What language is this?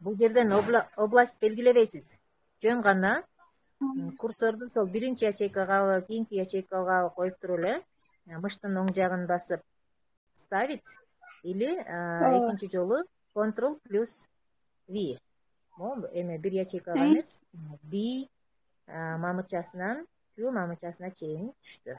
Kyrgyz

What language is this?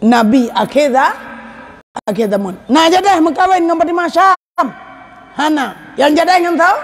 Achinese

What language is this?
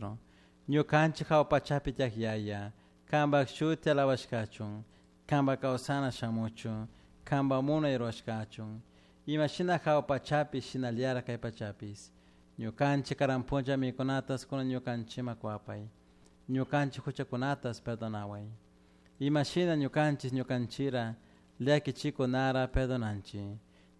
Chimborazo Highland Quichua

